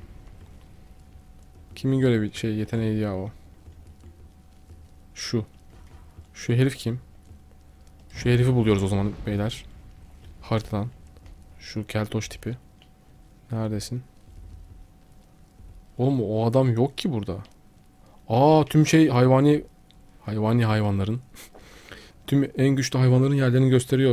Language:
Turkish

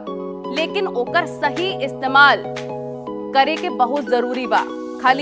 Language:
Bhojpuri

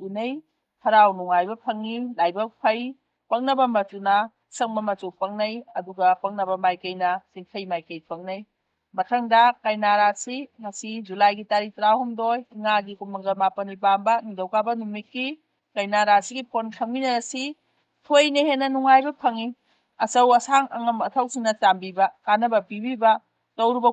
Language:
Manipuri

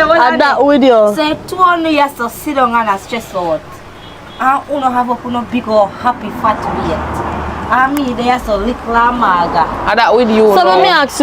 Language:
Jamaican Creole English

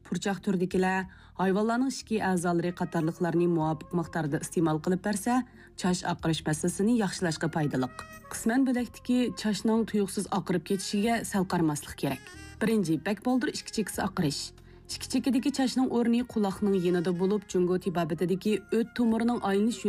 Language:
Uyghur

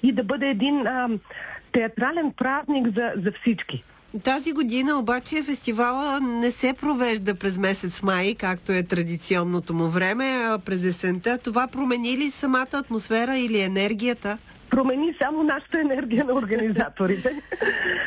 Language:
Bulgarian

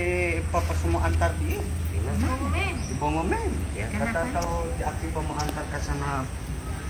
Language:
Manado Malay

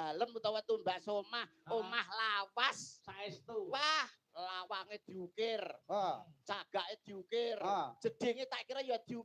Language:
Javanese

